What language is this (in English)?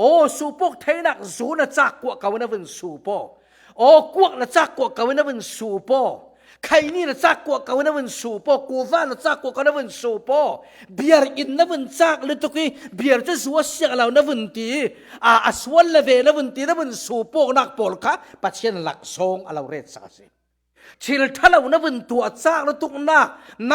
Falam Chin